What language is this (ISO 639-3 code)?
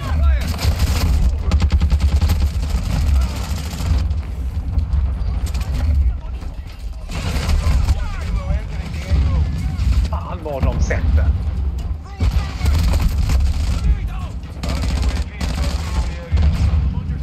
swe